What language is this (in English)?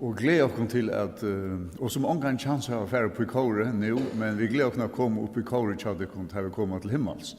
Faroese